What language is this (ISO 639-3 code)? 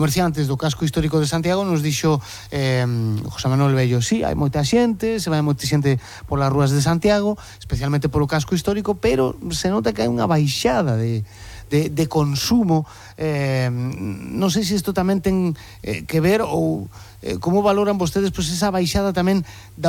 glg